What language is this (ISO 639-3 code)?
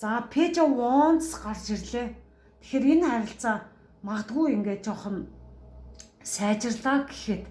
mon